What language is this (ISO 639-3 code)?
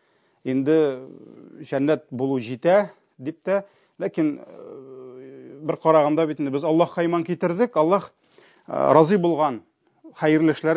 tat